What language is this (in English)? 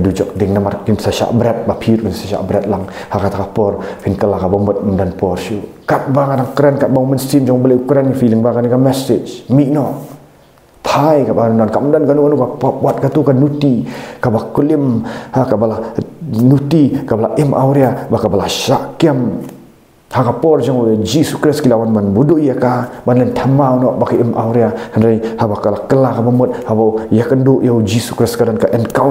Khasi